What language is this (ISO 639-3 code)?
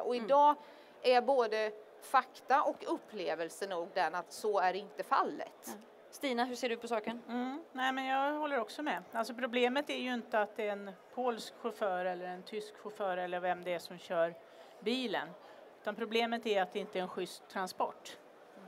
swe